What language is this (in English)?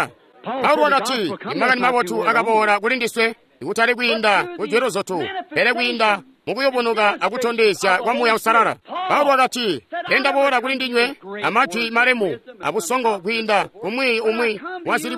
Tonga (Zambia)